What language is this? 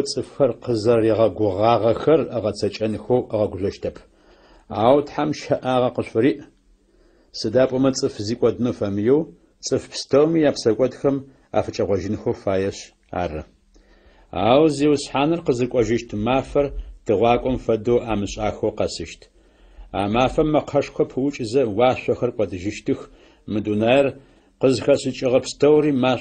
Adyghe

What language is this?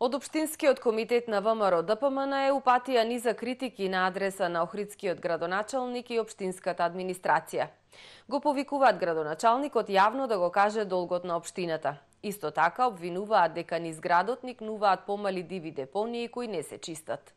Macedonian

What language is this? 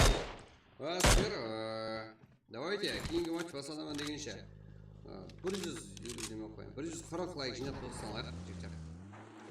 Kara-Kalpak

